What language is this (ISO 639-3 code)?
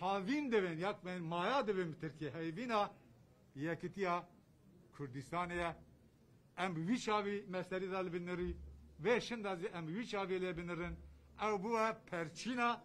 kur